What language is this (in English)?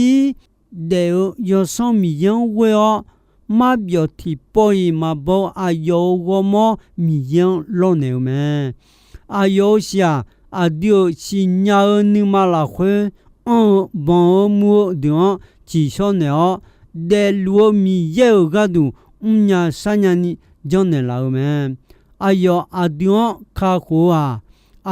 Akha